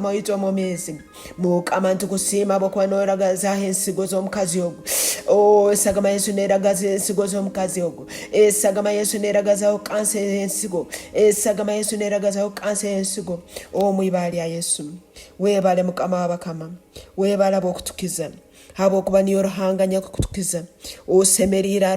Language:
Tooro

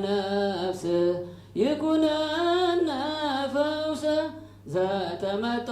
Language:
Geez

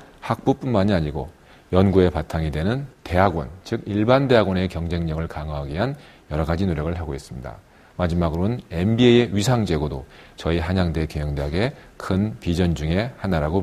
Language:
Korean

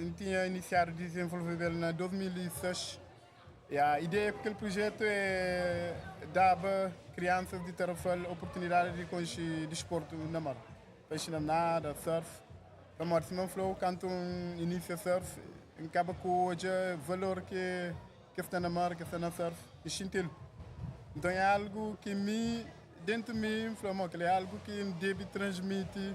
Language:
Kabuverdianu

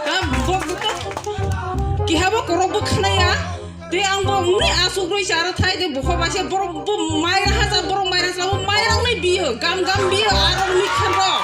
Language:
Kok Borok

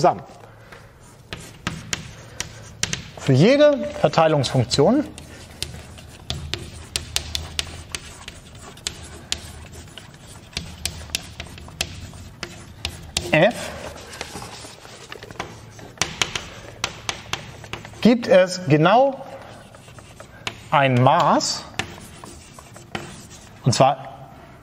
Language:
German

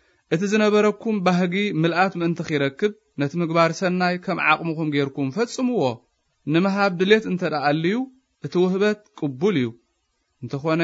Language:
Tigrinya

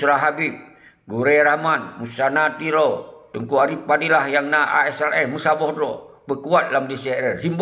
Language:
Achinese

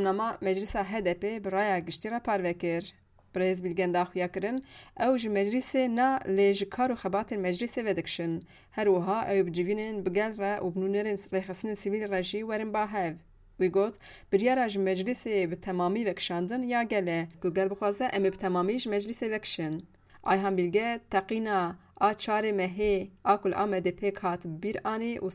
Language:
Kurdish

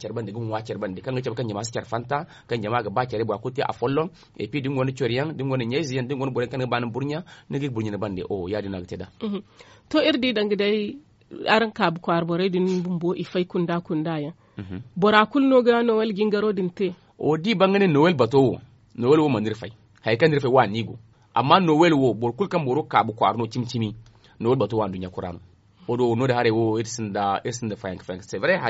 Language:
Zarma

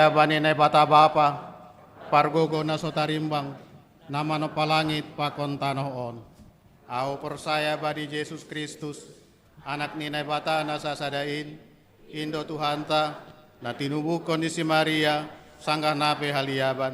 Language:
Batak Simalungun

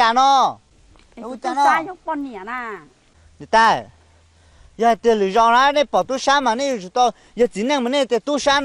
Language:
Hmong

